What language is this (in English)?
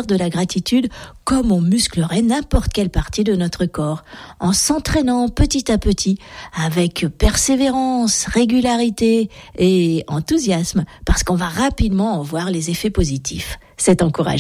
French